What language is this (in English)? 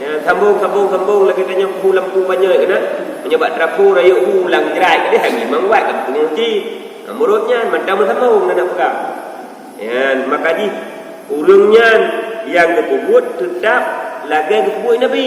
Achinese